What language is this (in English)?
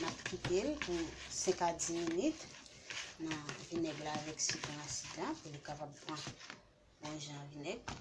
Haitian Creole